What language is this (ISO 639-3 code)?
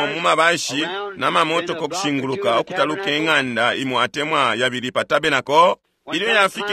bem